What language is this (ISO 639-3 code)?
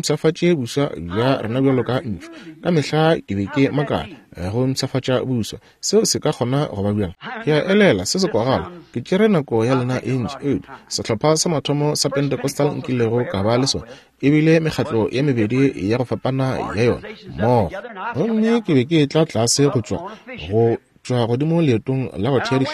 nso